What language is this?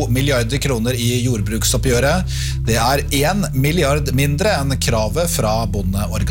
Norwegian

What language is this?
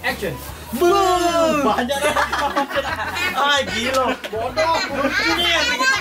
Musi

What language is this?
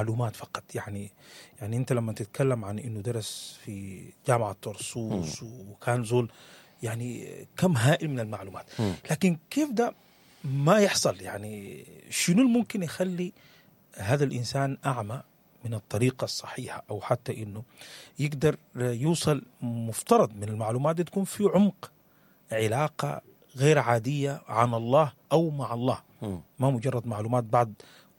Sudanese Arabic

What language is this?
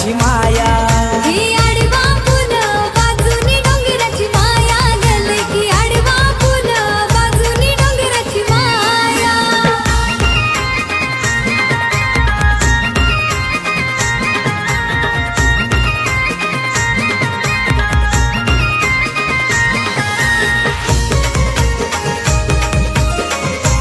Marathi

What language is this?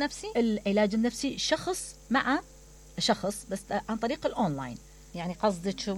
Mesopotamian Arabic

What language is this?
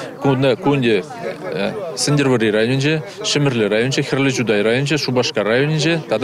Chuvash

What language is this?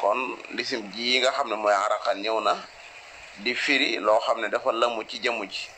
Wolof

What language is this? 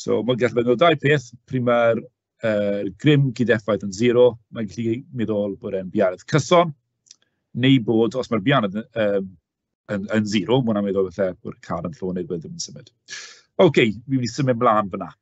Welsh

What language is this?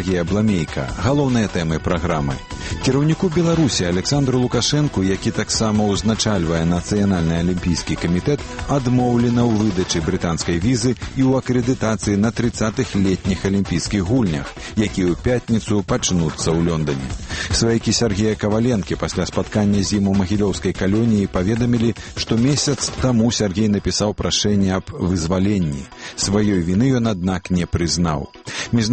Belarusian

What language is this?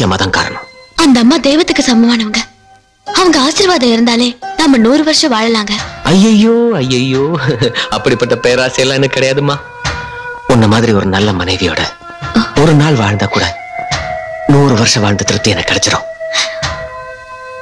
Tamil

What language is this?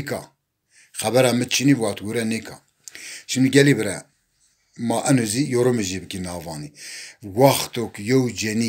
Zaza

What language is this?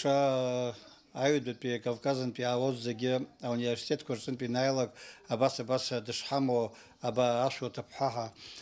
Abkhazian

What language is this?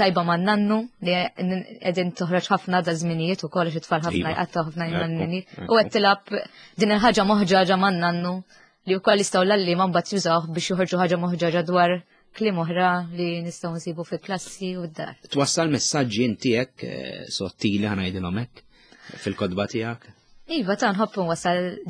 Maltese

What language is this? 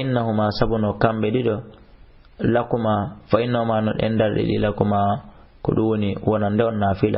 Fula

